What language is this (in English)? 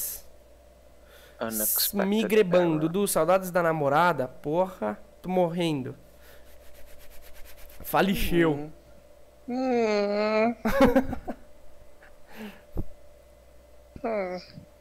Portuguese